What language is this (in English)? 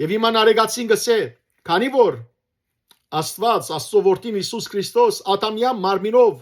Western Armenian